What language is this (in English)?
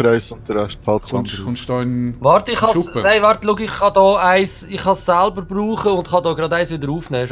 Swiss German